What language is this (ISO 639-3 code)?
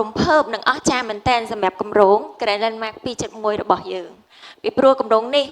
khm